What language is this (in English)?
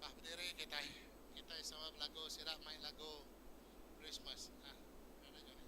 Iban